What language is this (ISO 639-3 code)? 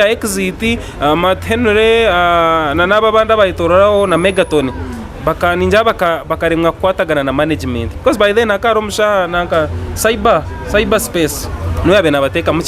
nyn